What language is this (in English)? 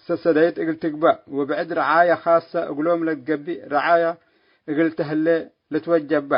Tigre